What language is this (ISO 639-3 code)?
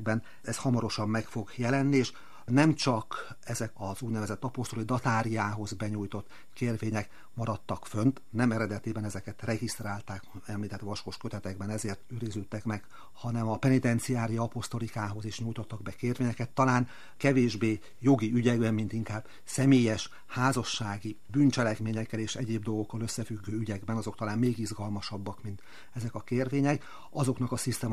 hun